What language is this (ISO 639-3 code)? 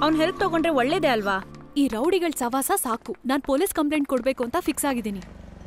kan